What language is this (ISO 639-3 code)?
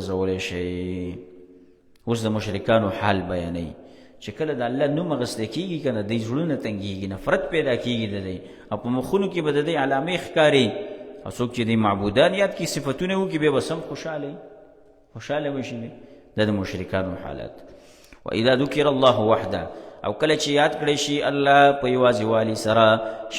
pus